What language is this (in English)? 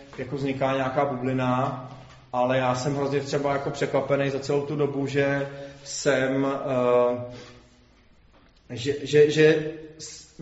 Czech